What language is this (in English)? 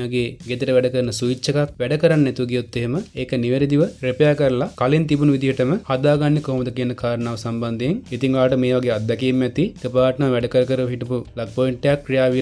Sinhala